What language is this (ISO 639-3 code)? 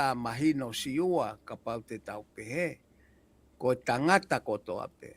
ton